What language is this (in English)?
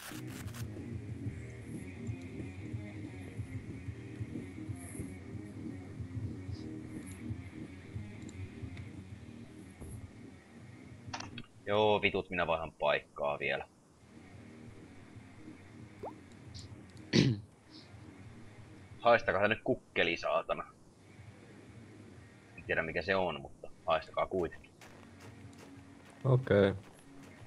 Finnish